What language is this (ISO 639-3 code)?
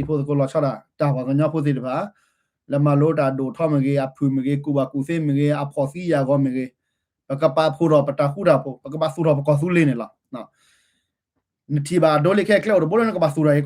ksw